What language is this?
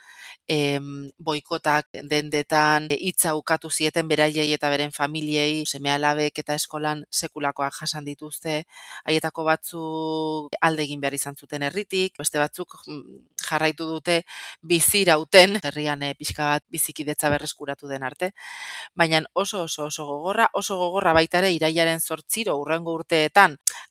Basque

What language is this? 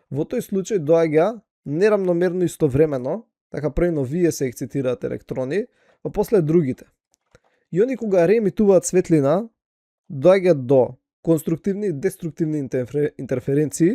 Macedonian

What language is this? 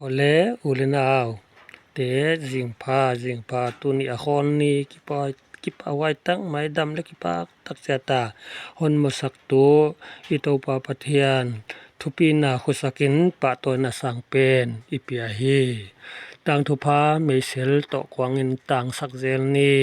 Paite Chin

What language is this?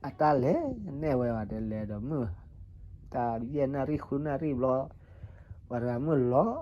S'gaw Karen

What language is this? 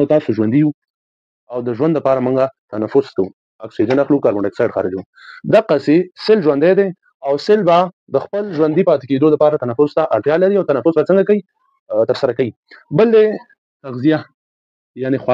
Pashto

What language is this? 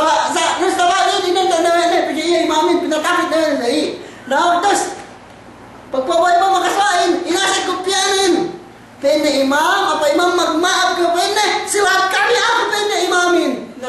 Yakan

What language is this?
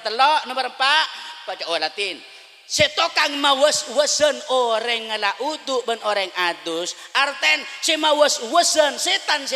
Madurese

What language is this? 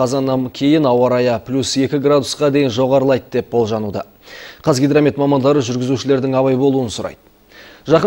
Kazakh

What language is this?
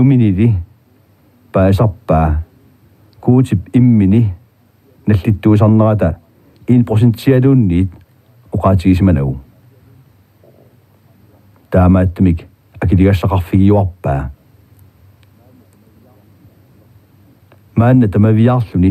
Kalaallisut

